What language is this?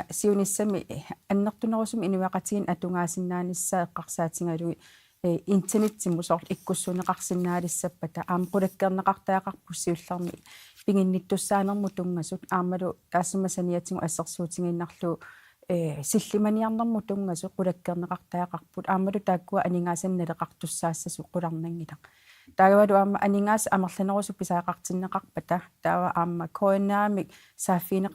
Kalaallisut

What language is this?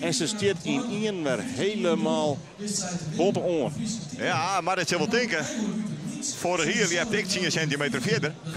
Western Frisian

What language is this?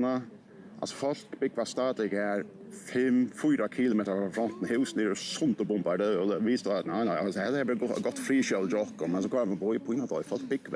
Faroese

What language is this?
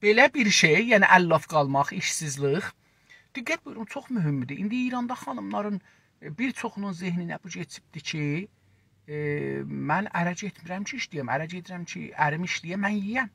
South Azerbaijani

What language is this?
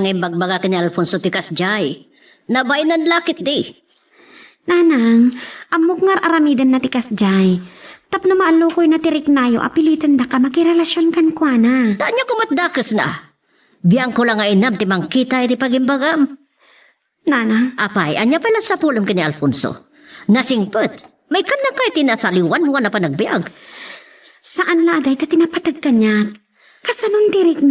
Iloko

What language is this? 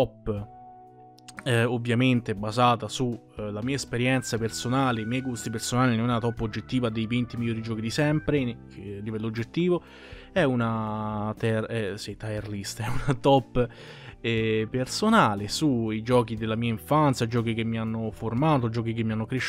Italian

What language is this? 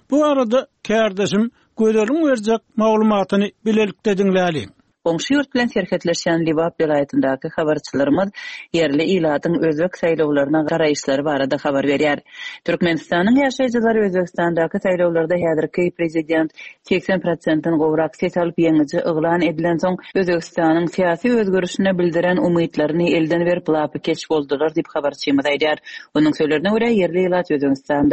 Turkmen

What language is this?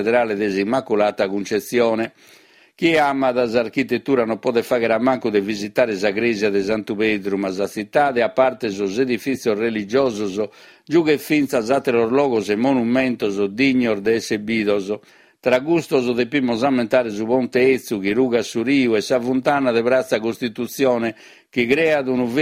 Sardinian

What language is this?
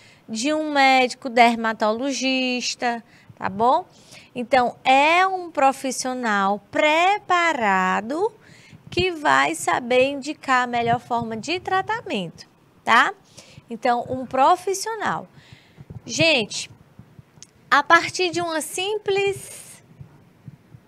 Portuguese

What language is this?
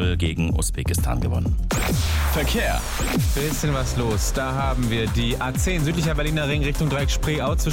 German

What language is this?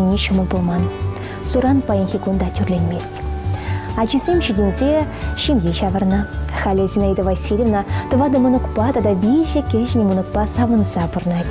Chuvash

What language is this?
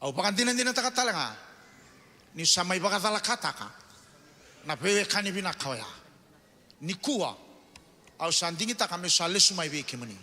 Fijian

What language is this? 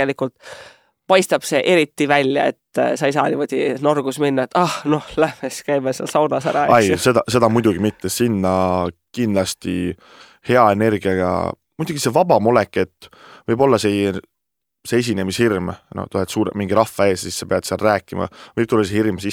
Estonian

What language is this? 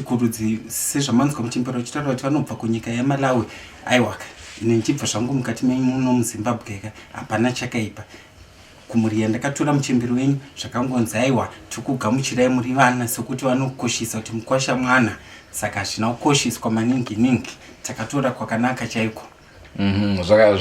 Shona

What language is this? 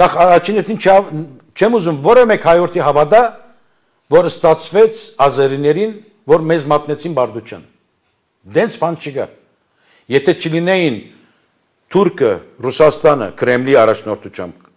Armenian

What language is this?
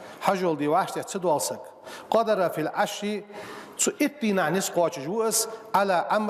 Ingush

